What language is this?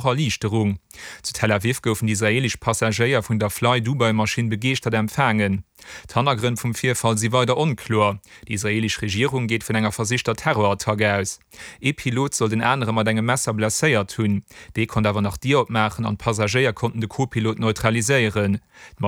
Luxembourgish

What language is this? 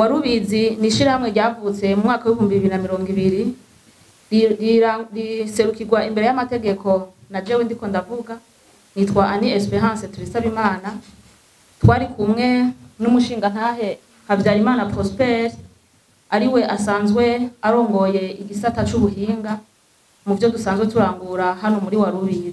Rundi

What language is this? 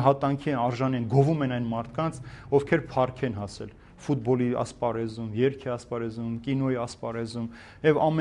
Armenian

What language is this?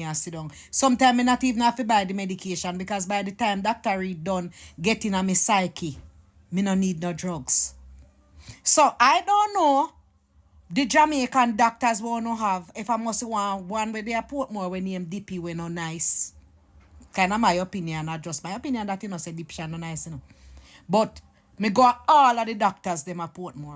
Jamaican Creole English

